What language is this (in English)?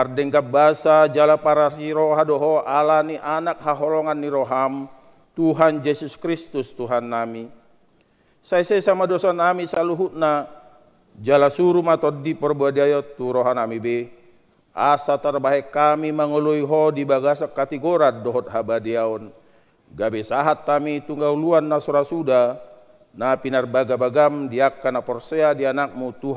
Batak Toba